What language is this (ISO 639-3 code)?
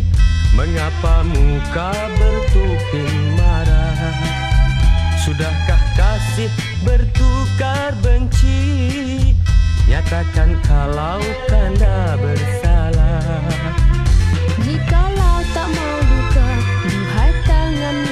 msa